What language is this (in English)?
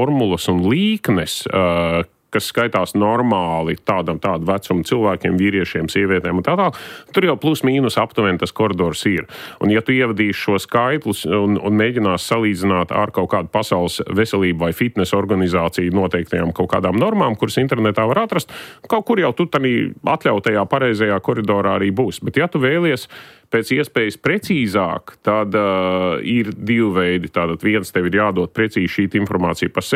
Latvian